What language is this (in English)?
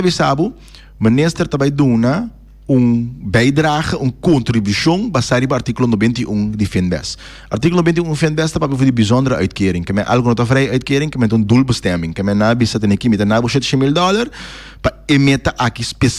Papiamento